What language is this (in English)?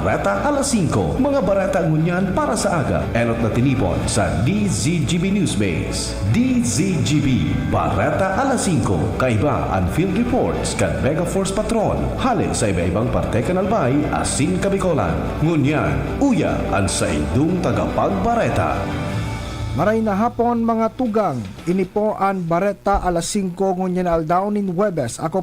Bikol